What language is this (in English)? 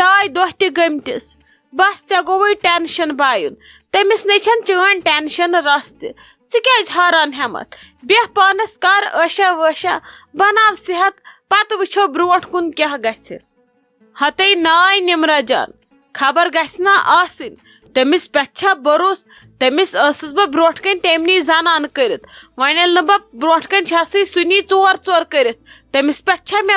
Kashmiri